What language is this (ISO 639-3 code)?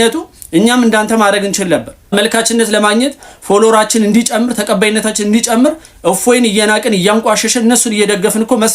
amh